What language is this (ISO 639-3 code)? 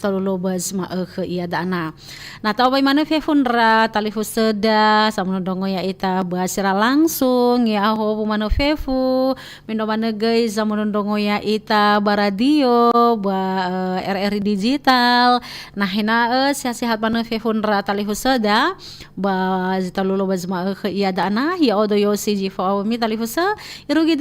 nia